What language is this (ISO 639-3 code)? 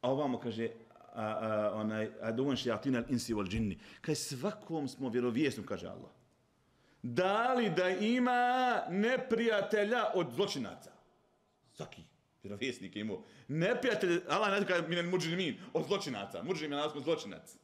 bos